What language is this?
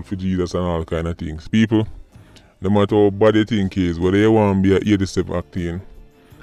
Jamaican Creole English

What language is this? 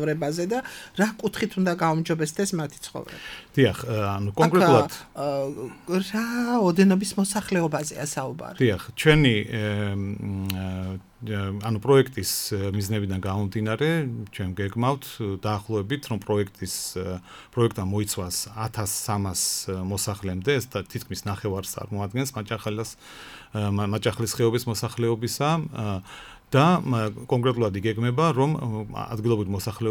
Georgian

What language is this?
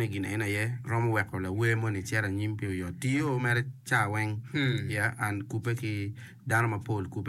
Acoli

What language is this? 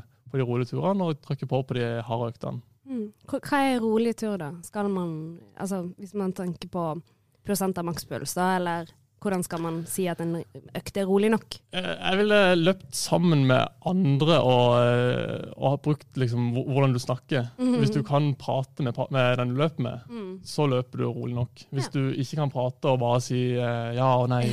Norwegian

